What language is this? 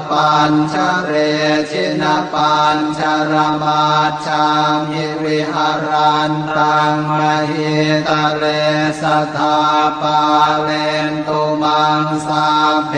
Pali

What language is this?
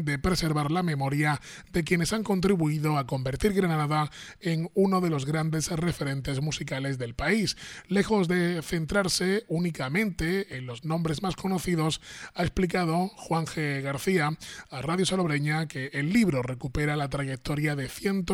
Spanish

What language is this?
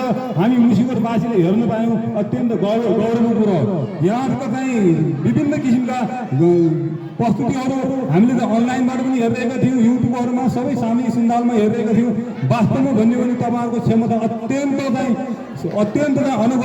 Nepali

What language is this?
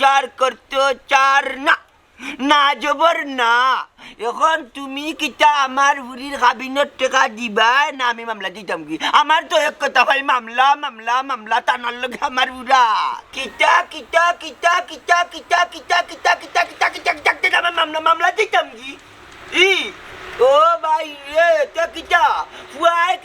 Sylheti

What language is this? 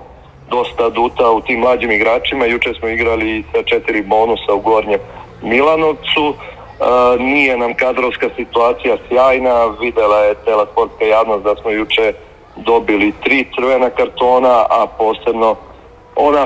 Serbian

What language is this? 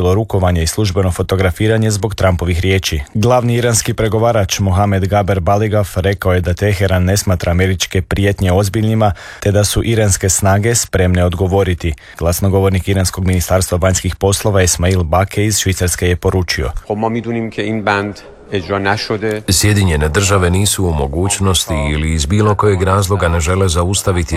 Croatian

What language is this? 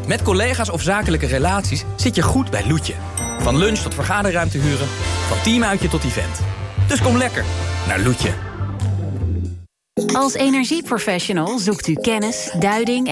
Dutch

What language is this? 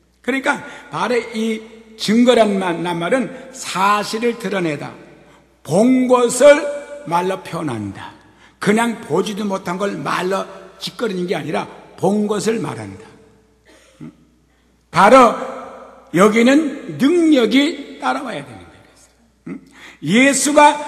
Korean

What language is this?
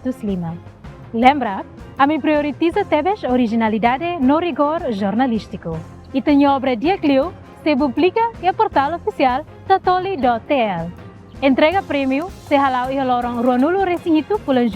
Tetum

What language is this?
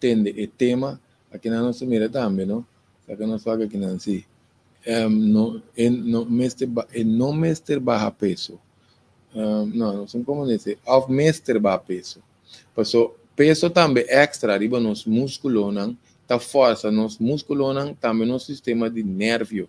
Papiamento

